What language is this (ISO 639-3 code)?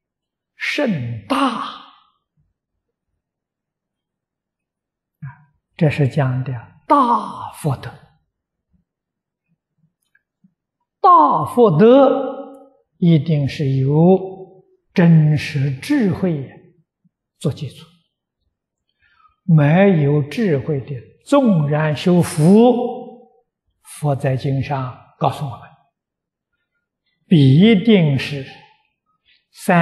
zho